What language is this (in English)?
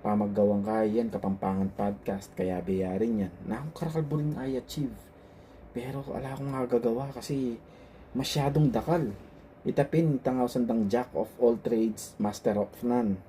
Pampanga